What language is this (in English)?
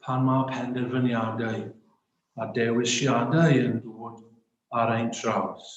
Welsh